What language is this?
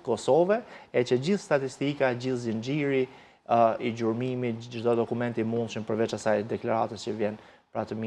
Albanian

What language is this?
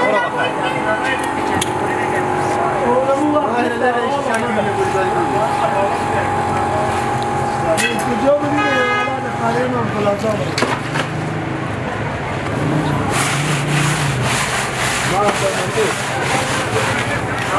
Persian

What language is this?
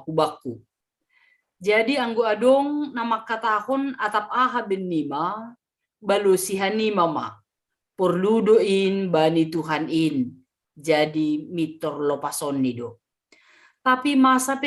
Batak Simalungun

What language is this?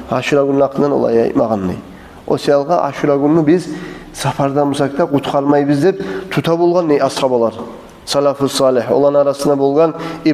Kumyk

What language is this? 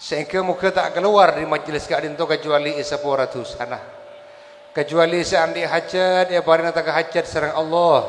Madurese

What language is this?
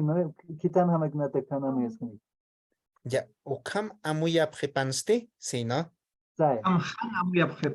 Aymara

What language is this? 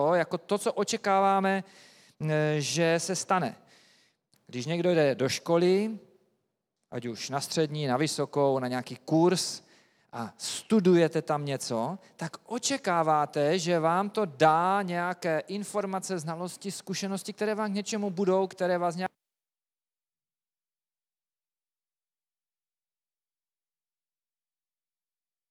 Czech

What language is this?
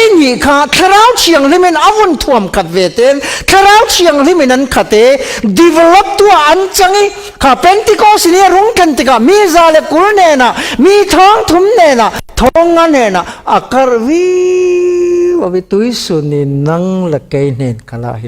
Falam Chin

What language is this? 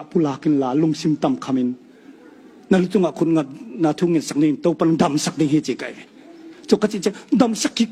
Tedim Chin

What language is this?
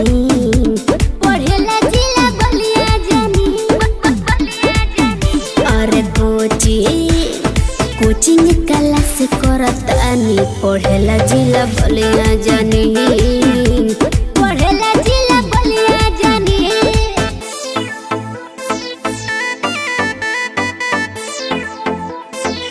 Bhojpuri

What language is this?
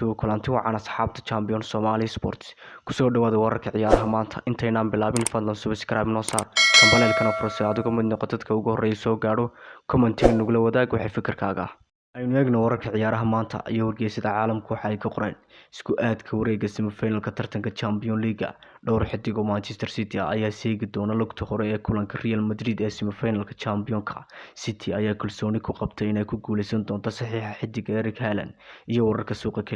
Somali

